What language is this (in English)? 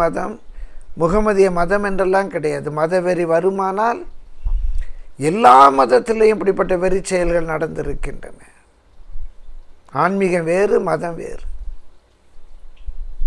Tamil